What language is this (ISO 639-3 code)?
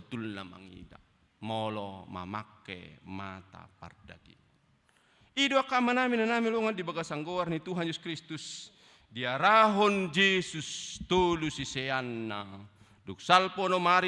bbc